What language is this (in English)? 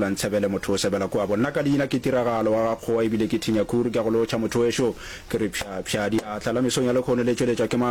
Northern Sotho